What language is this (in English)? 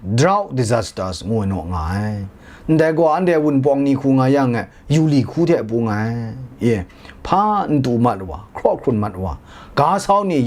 Kachin